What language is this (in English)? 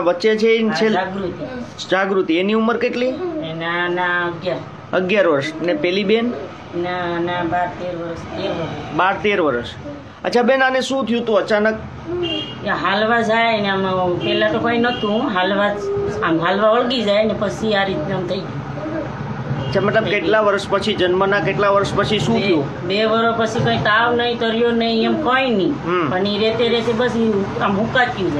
Gujarati